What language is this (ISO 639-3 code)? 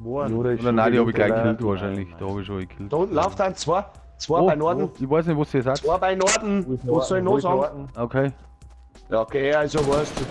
bar